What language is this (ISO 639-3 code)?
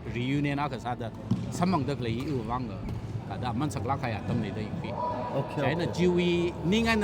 nmf